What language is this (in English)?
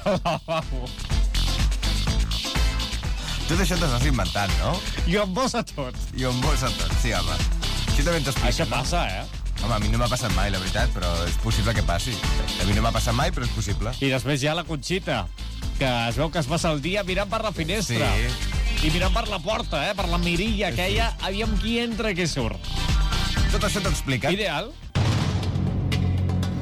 Catalan